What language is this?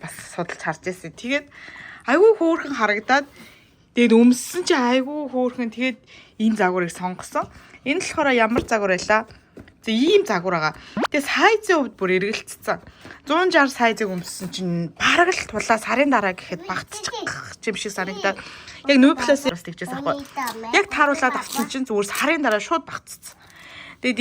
Mongolian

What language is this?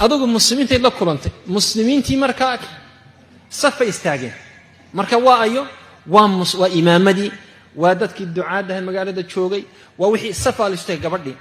Somali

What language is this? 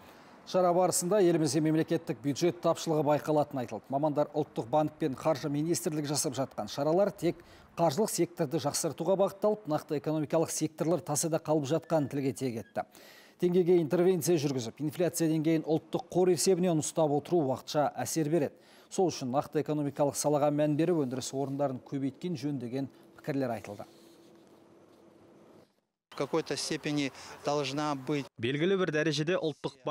Kazakh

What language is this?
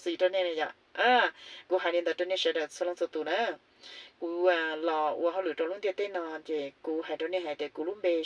Hmong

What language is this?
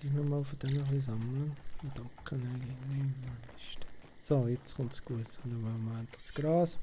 Swiss German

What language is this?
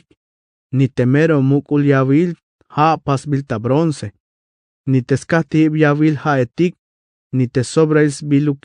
Tzeltal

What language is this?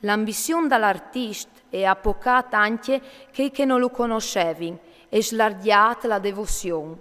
Friulian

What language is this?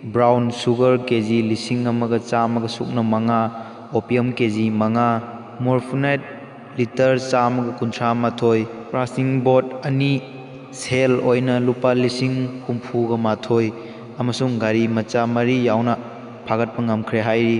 Manipuri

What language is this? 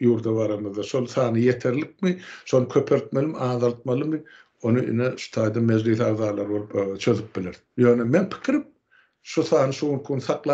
Turkmen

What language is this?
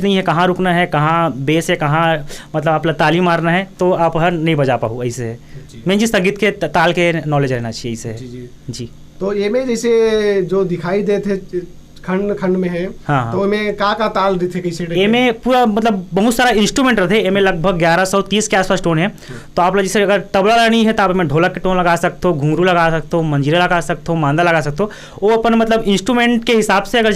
Chhattisgarhi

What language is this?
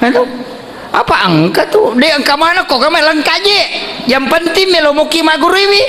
Buginese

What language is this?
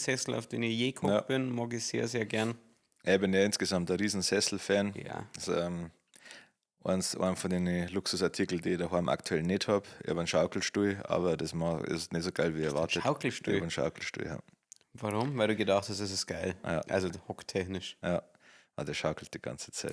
Bavarian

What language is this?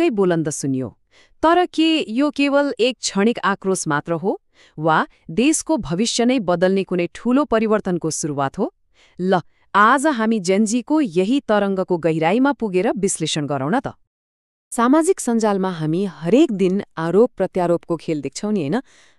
Nepali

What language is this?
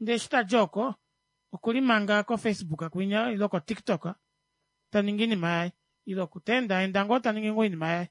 Kuanyama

